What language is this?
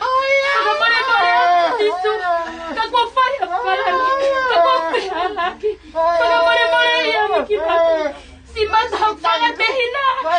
Tongan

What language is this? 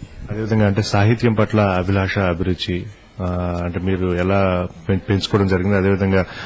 Telugu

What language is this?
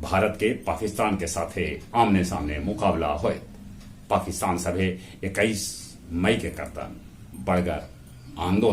Magahi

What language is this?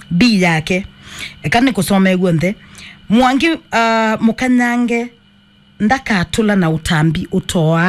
Kamba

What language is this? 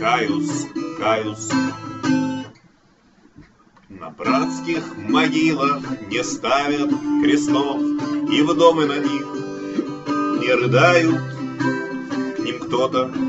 Russian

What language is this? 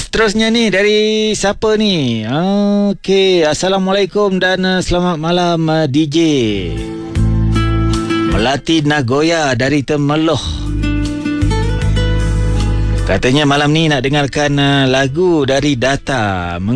Malay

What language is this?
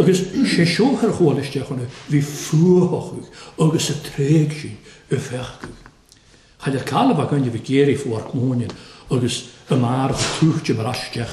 Welsh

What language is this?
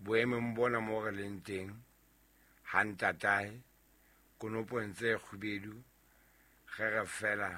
Southern Sotho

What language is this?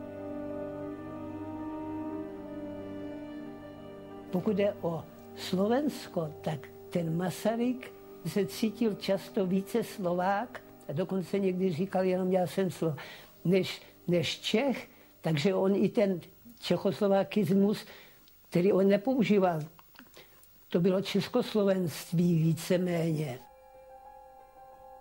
Czech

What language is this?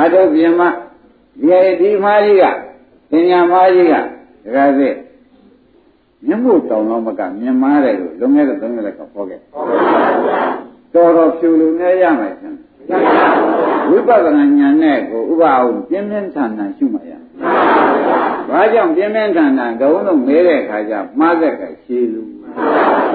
Burmese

